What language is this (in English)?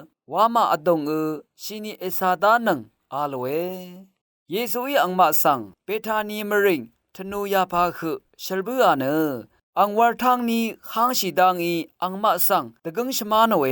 Rawang